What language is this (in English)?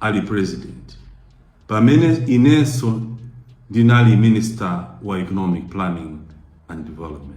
Nyanja